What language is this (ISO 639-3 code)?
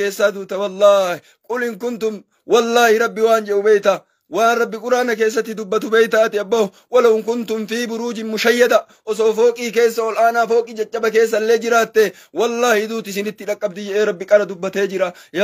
orm